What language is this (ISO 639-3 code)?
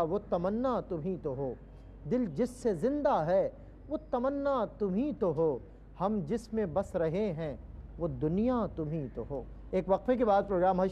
urd